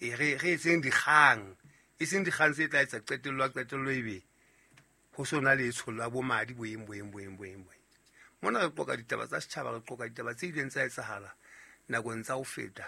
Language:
Southern Sotho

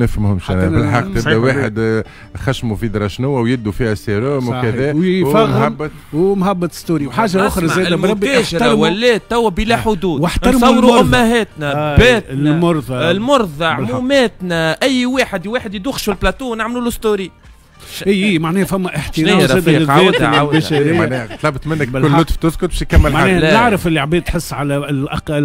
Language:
Tunisian Arabic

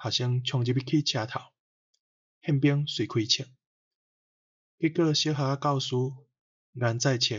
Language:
Min Nan Chinese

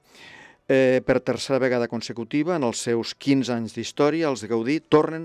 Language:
Catalan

